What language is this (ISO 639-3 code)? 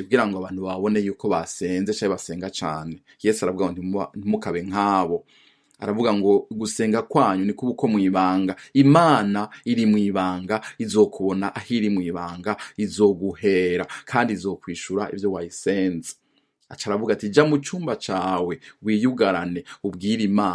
run